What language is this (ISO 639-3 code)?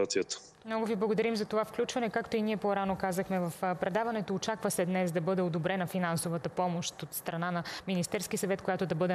bul